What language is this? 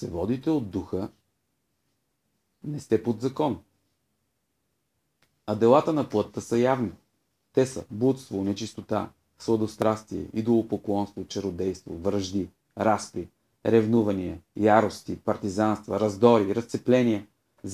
Bulgarian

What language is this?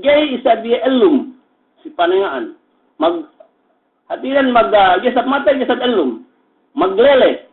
Yakan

